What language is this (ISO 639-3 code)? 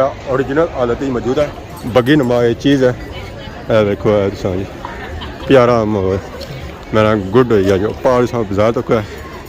phr